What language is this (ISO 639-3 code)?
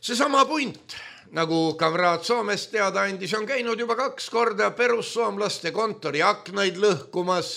est